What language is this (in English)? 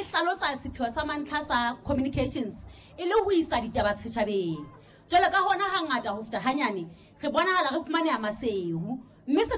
Southern Sotho